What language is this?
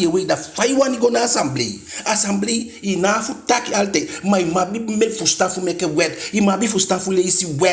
Eastern Maroon Creole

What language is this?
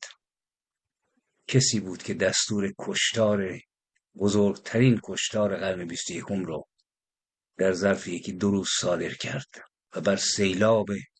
Persian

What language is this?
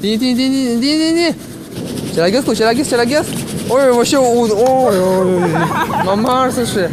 Udmurt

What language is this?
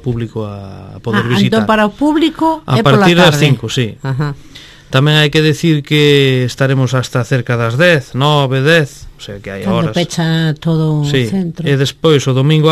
Galician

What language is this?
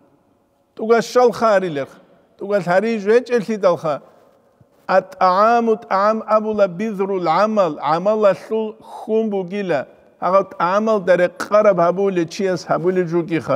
Avaric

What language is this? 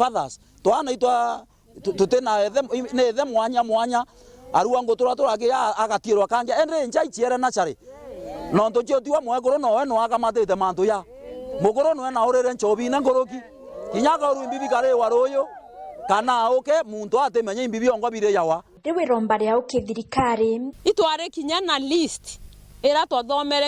Meru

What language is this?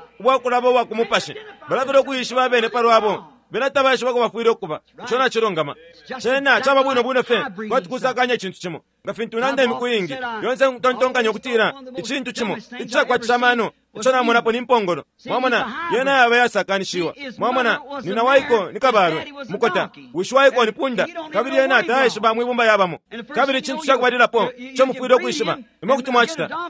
Bemba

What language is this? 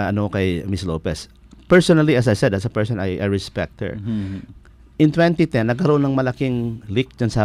Filipino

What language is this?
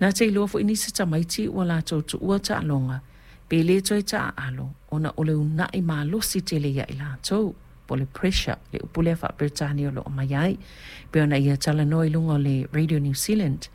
Samoan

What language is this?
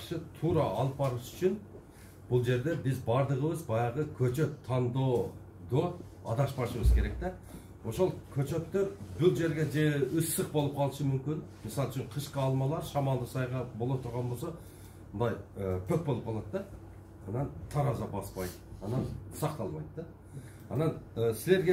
Kyrgyz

